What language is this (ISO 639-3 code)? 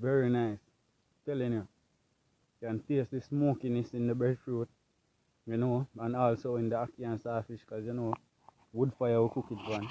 jam